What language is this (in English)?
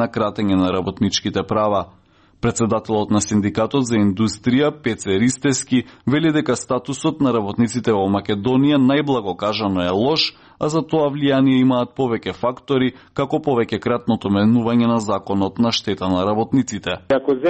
Macedonian